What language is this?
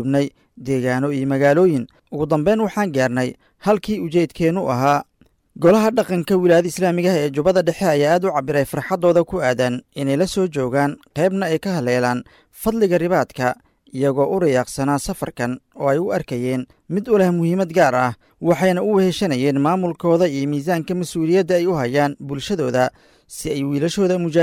Somali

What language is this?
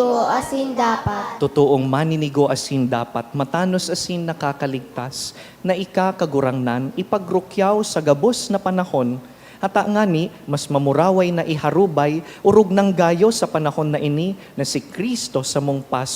Bikol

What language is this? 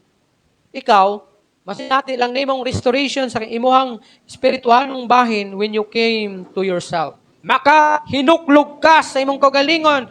Cebuano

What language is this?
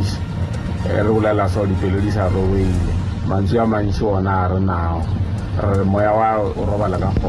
Southern Sotho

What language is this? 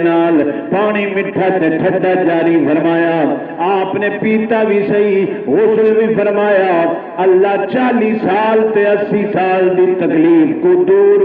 Saraiki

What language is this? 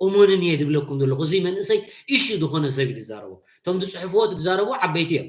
Tigrinya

